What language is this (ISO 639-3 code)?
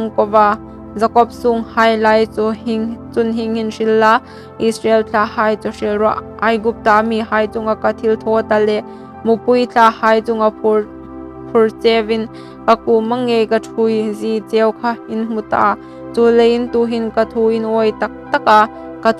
hmr